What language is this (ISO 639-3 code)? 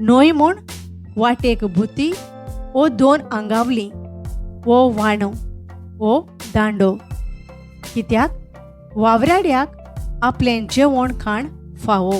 kok